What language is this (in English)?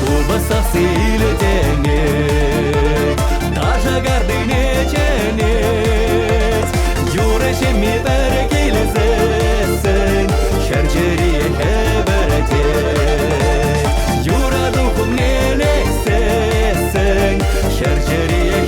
Chuvash